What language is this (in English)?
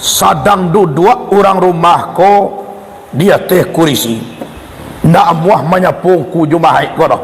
Minangkabau